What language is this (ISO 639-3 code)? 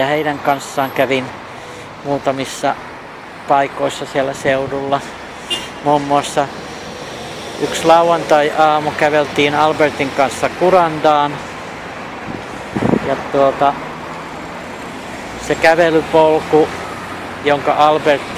fin